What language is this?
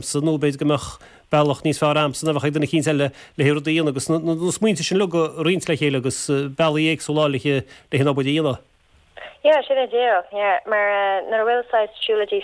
Irish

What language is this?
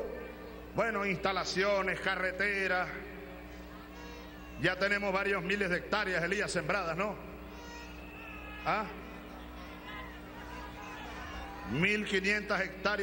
Spanish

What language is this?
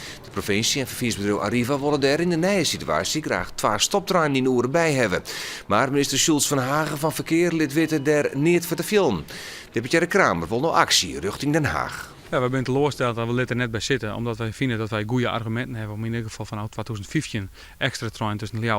Western Frisian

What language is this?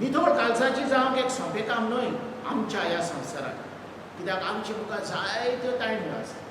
Konkani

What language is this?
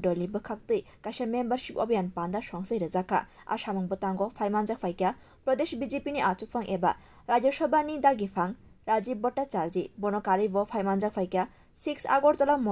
Kok Borok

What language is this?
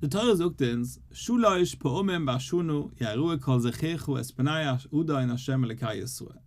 Yiddish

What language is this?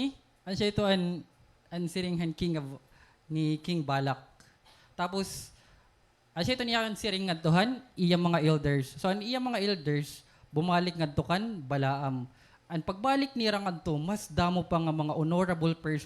Waray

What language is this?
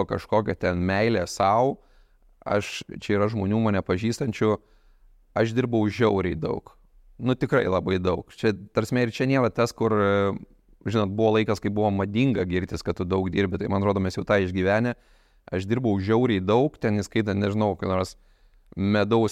Lithuanian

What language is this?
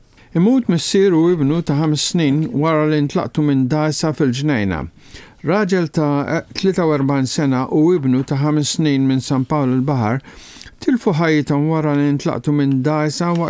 Maltese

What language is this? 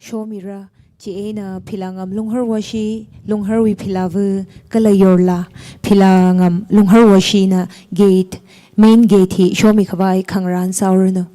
Tangkhul Naga (India)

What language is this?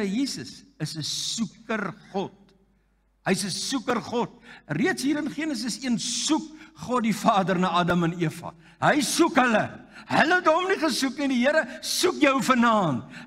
Afrikaans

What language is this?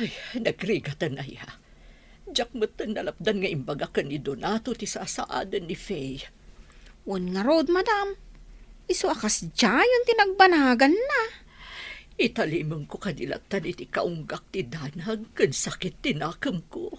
Iloko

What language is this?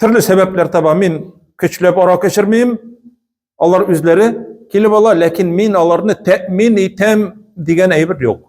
Tatar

